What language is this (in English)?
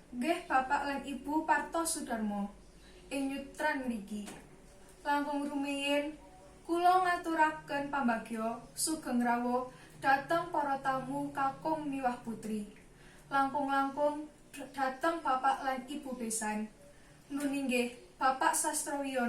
Javanese